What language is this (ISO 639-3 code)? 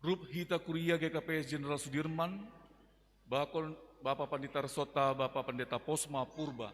bts